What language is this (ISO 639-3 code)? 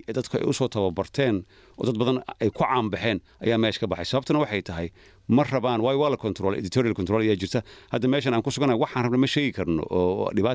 som